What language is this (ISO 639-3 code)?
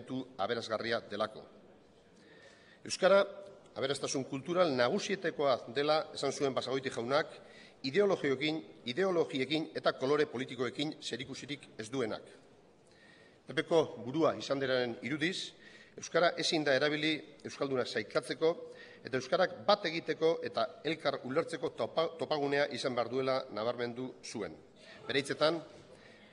eus